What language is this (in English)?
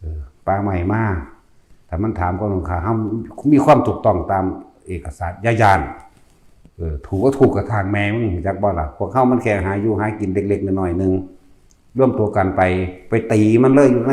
Northeastern Thai